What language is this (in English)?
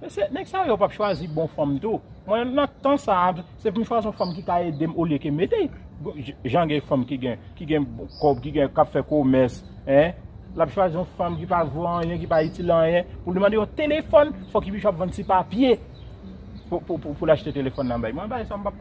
Haitian Creole